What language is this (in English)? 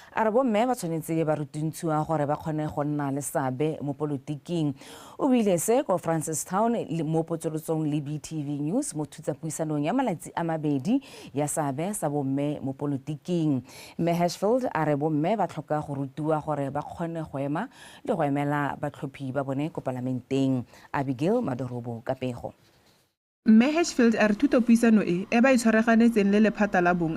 Tswana